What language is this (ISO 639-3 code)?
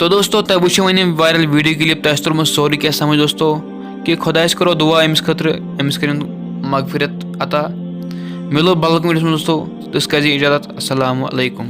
kas